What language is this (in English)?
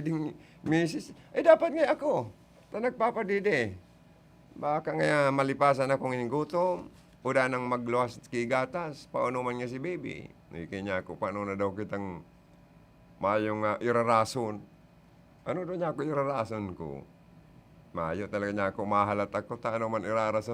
Bikol